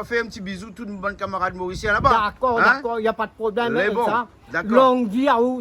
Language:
Réunion Creole French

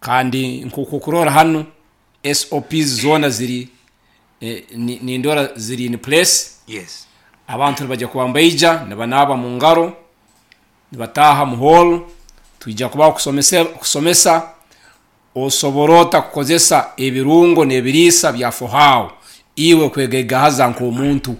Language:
Nyoro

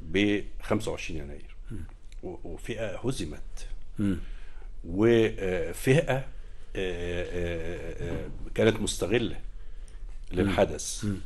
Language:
Egyptian Arabic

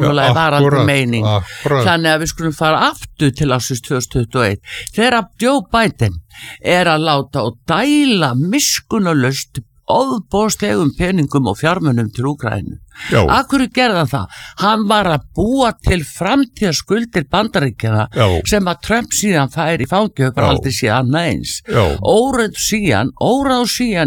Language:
Icelandic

